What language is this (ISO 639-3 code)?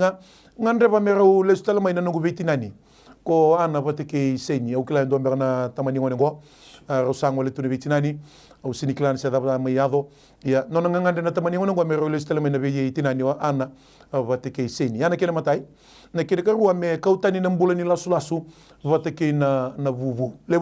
fij